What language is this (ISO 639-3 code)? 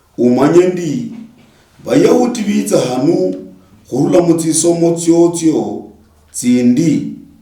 luy